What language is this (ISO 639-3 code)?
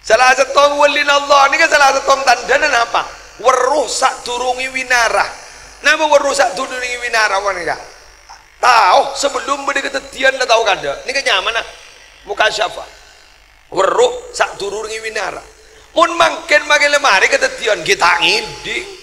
mad